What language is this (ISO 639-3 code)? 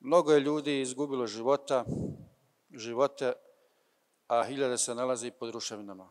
bos